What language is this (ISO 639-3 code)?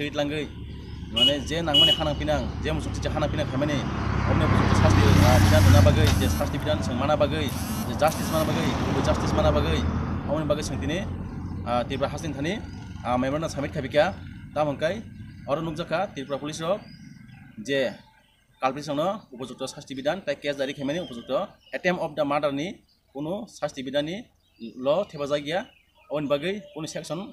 trp